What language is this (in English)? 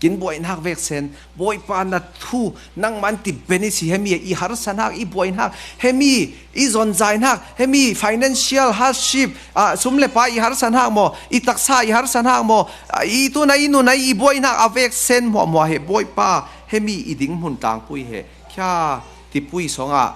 Falam Chin